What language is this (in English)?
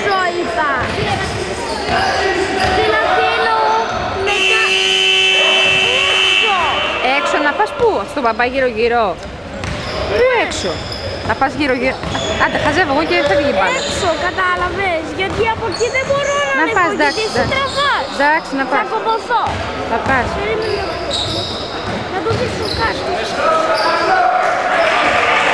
Greek